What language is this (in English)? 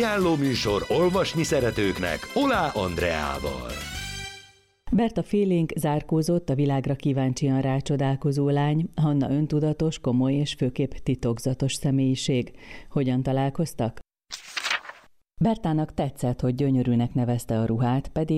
Hungarian